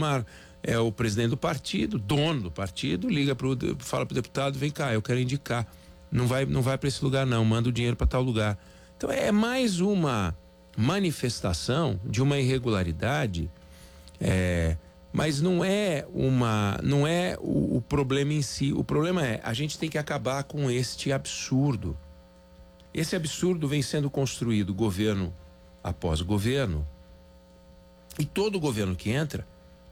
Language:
Portuguese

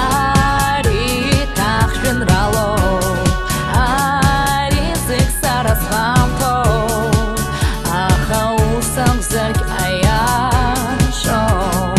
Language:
Abkhazian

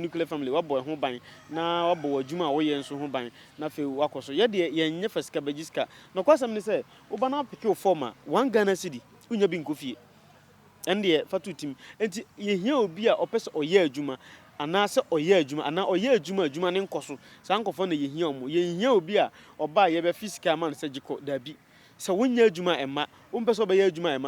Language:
Akan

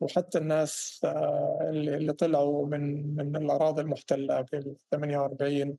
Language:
North Levantine Arabic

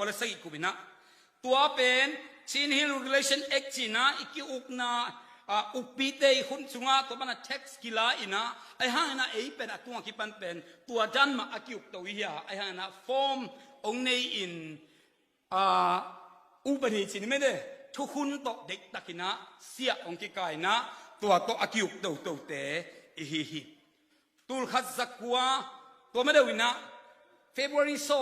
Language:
Tedim Chin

